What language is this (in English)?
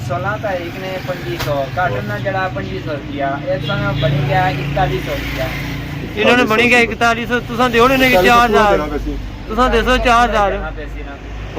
Pahari-Potwari